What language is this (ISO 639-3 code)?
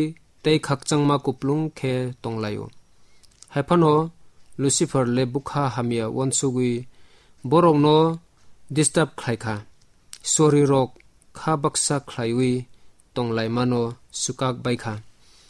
trp